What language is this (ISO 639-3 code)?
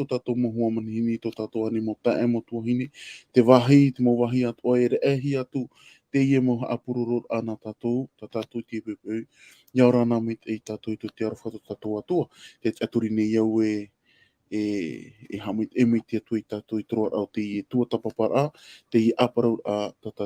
tah